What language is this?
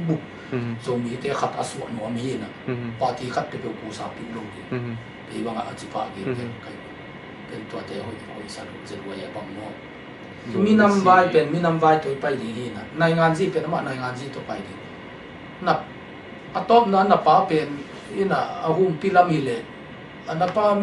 Tedim Chin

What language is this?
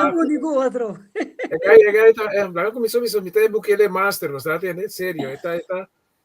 Papiamento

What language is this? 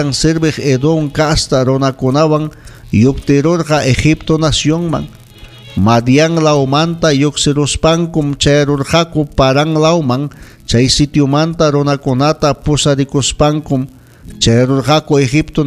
Ayacucho Quechua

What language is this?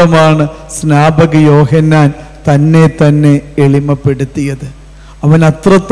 Malayalam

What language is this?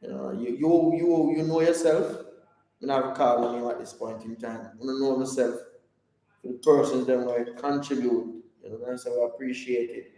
Jamaican Creole English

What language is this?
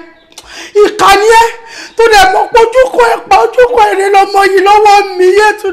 Yoruba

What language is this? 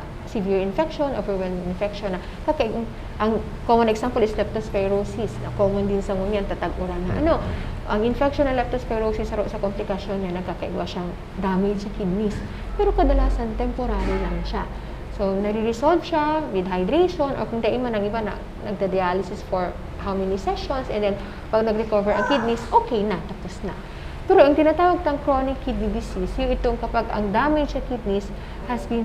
Bikol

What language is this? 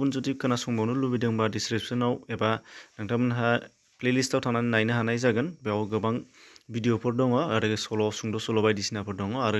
Bodo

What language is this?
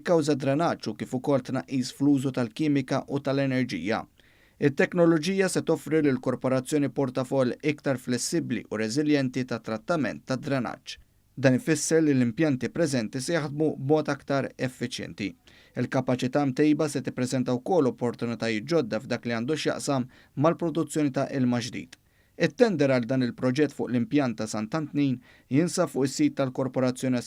Maltese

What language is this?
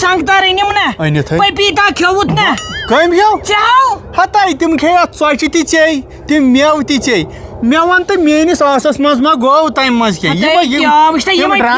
Kashmiri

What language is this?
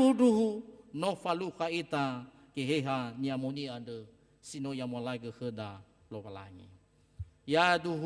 Nias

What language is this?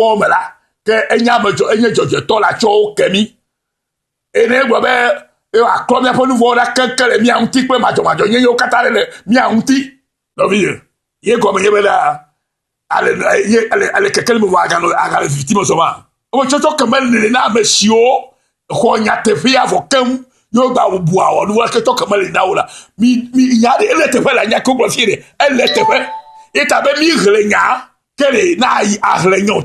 Ewe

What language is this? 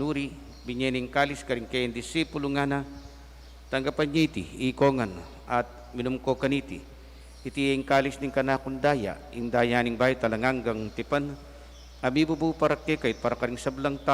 Pampanga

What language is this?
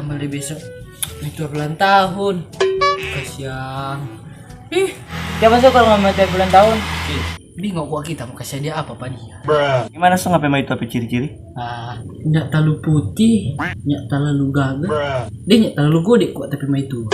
Manado Malay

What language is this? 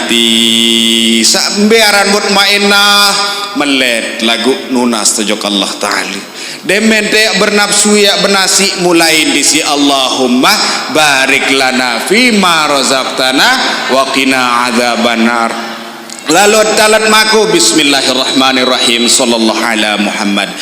Sasak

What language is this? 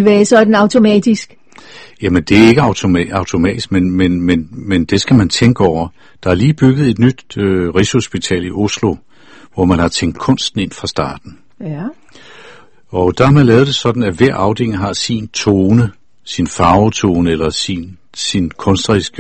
Danish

